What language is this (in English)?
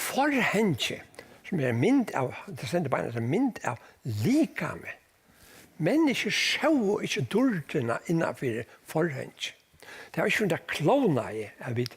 Faroese